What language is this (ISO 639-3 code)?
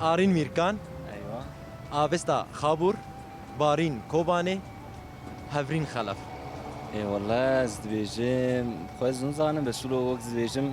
kur